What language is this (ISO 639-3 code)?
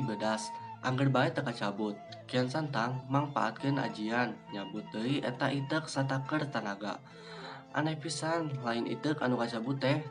sun